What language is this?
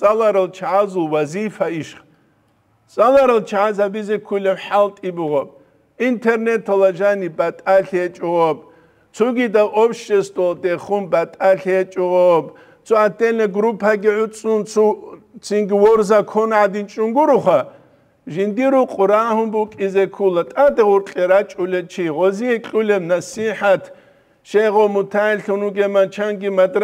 Avaric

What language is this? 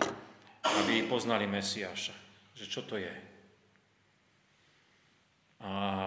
Slovak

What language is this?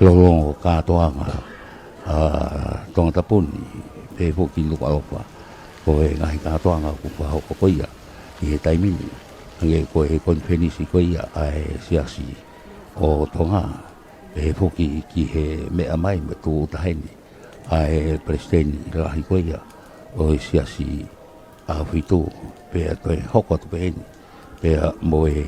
Tongan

